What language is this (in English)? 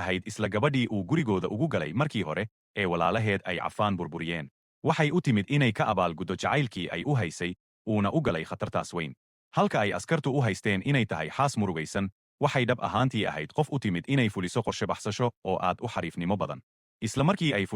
Somali